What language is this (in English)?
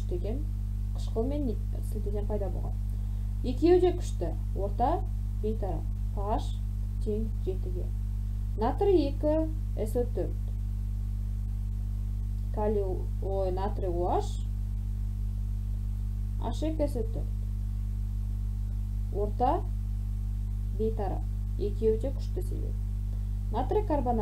Kazakh